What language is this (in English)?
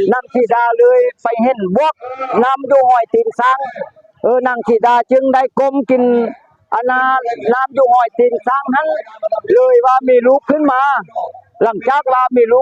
Lao